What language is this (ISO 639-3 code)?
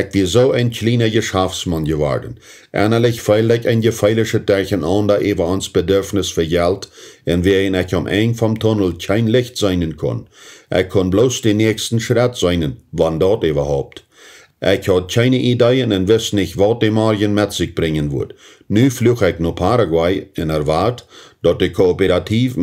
pdt